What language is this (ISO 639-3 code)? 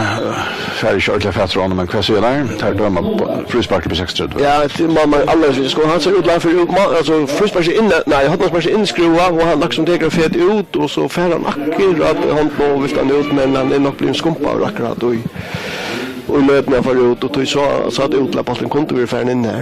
fao